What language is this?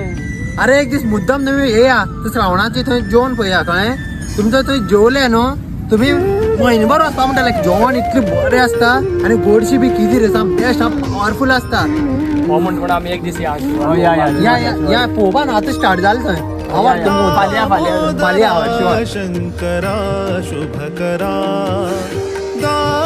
Konkani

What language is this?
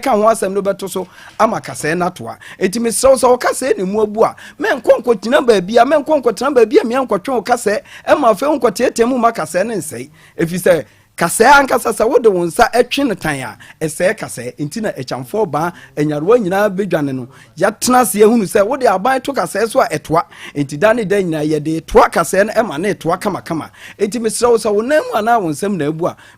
Akan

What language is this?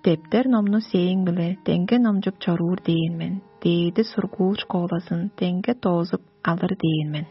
Tuvinian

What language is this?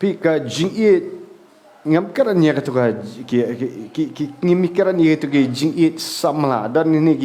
Khasi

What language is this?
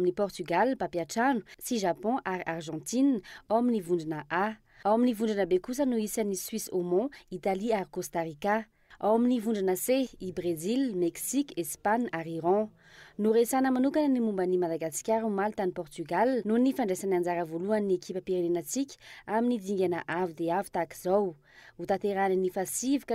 Malagasy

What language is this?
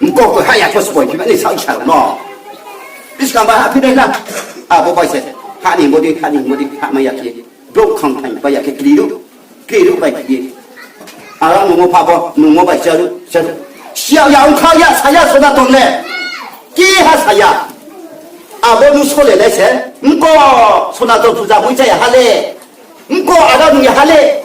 Riang (India)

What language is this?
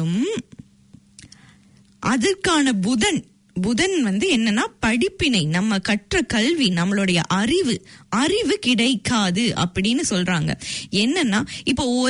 Tamil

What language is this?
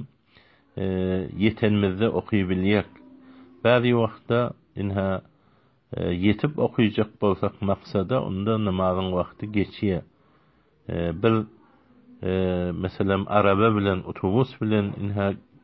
Turkmen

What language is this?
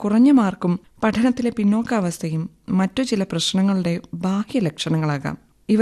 Malayalam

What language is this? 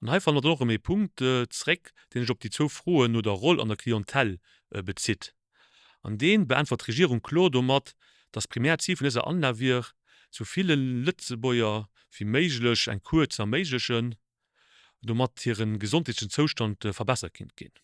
Luxembourgish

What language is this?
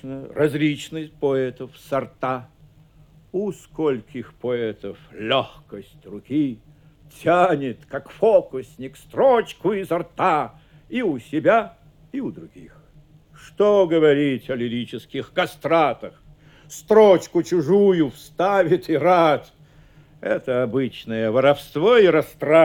Russian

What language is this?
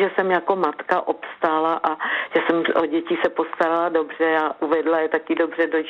Czech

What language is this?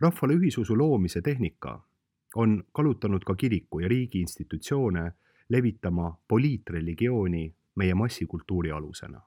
Estonian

